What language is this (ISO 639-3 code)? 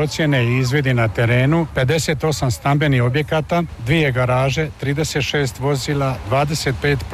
hrv